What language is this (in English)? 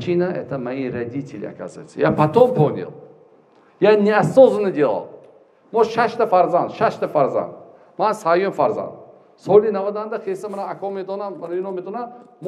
Tajik